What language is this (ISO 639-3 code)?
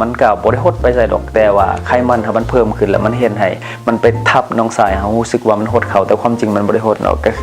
lao